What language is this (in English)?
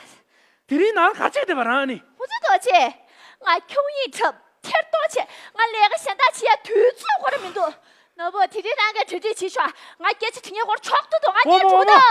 Tibetan